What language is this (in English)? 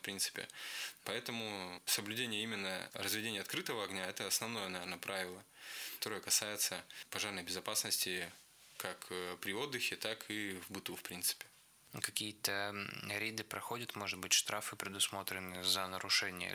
Russian